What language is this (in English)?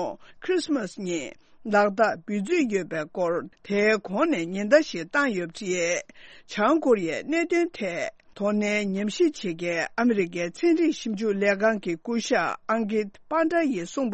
Tibetan